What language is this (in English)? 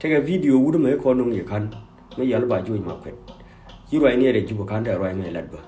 Nuer